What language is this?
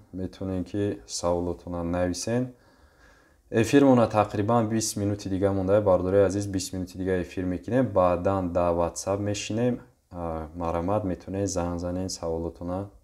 Tajik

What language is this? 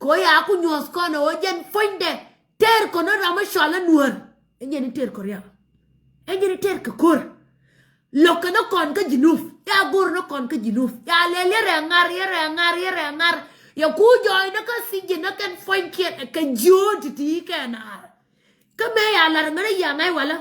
Nuer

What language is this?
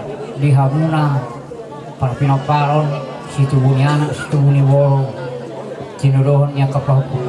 Batak Toba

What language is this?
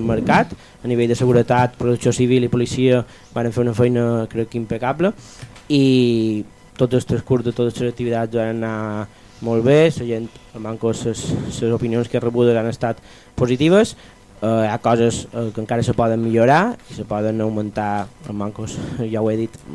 Catalan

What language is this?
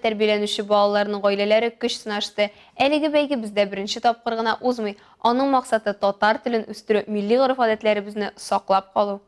Tatar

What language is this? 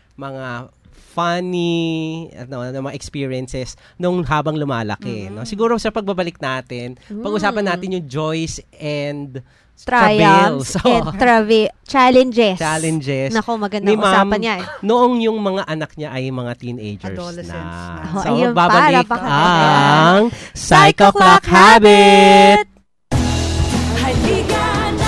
Filipino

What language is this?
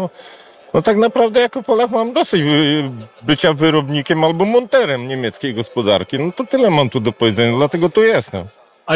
Polish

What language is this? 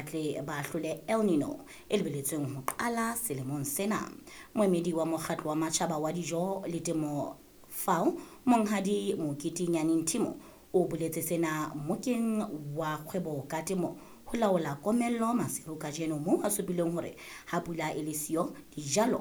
Southern Sotho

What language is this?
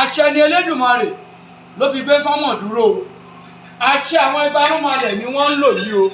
Yoruba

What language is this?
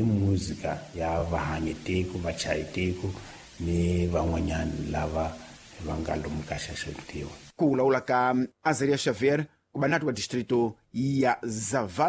Tsonga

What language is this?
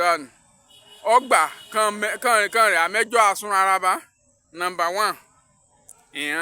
Yoruba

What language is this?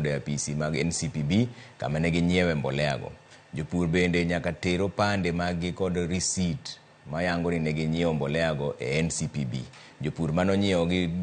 Luo (Kenya and Tanzania)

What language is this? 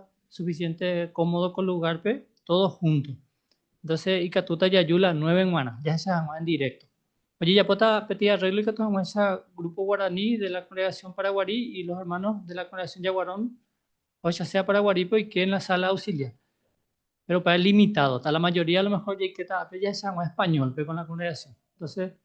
Guarani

